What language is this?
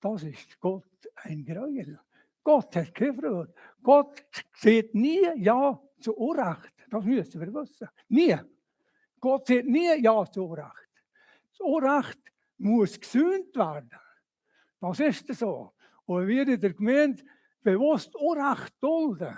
Swiss German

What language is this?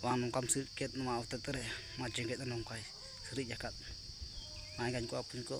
Santali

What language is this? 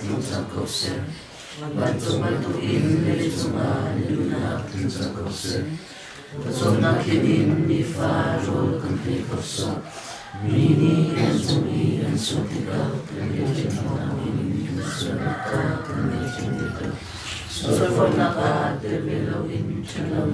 Hakha Chin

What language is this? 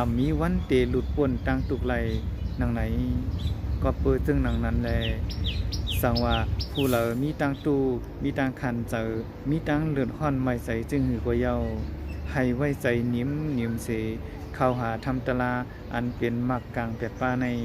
Shan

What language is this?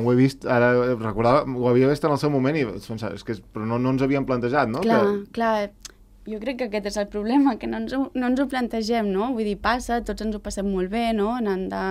Catalan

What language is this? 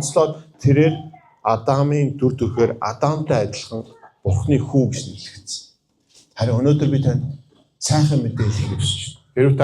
Mongolian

